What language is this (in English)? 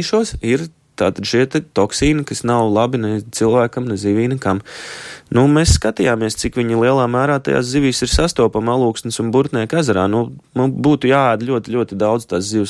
Latvian